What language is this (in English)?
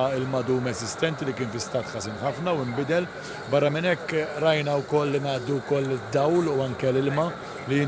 Maltese